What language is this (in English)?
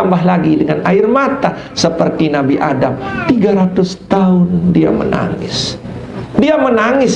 Sasak